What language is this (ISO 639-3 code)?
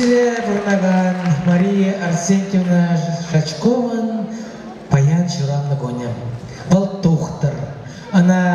chv